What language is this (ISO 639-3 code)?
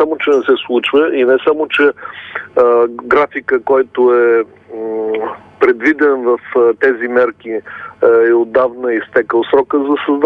bul